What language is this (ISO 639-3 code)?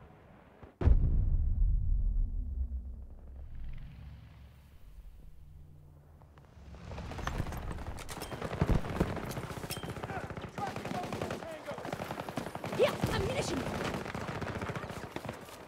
eng